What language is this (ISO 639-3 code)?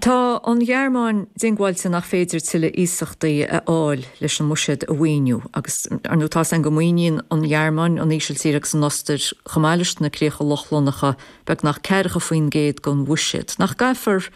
gle